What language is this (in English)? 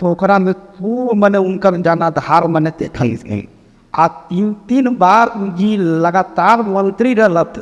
Magahi